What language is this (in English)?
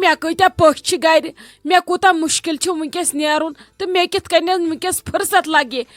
Kashmiri